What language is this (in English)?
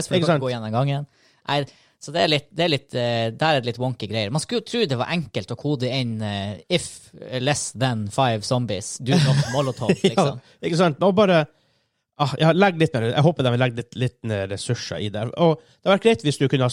Norwegian